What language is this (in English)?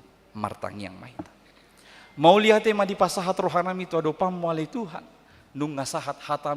Batak Toba